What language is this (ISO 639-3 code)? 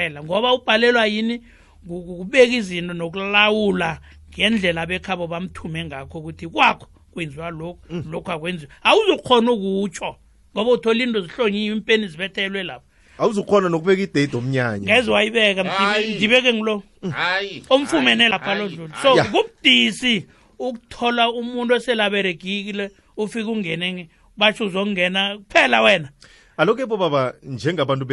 nbl